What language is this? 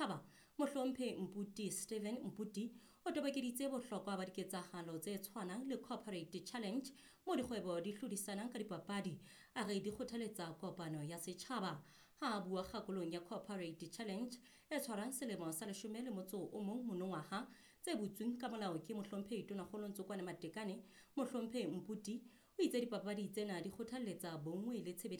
Southern Sotho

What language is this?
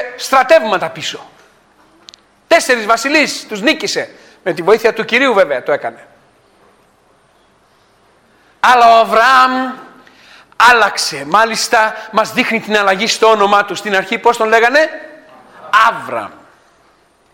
Greek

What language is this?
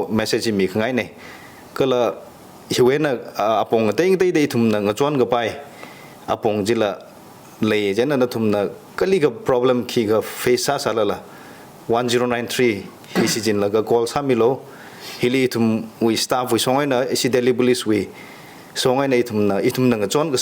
Tangkhul Naga (India)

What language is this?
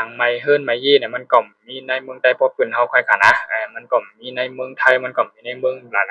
Shan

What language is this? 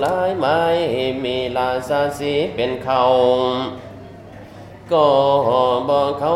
Thai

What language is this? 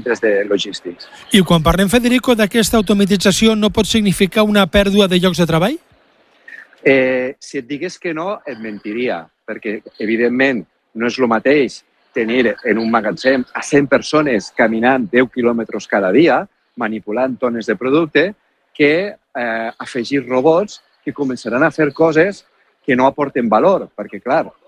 Catalan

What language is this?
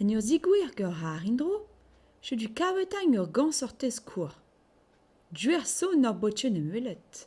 Breton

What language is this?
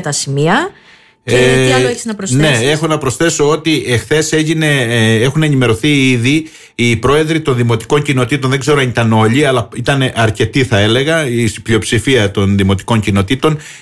Greek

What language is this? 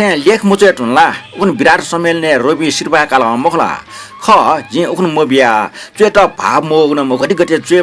Newari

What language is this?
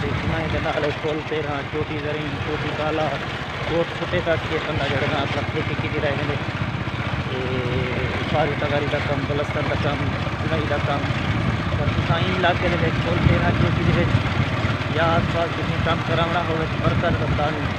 Saraiki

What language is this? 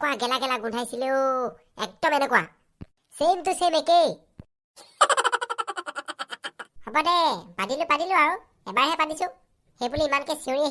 Assamese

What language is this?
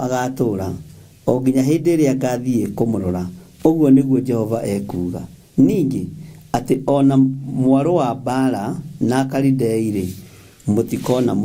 Kikuyu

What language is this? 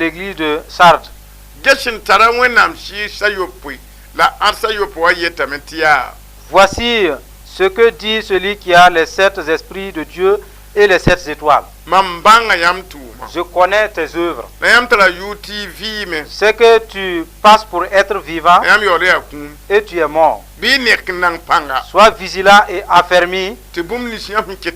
Mossi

